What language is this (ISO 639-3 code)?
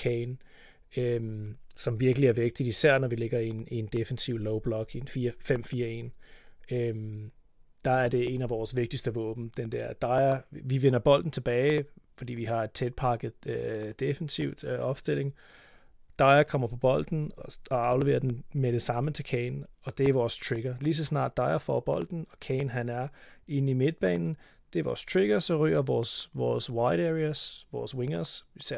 dan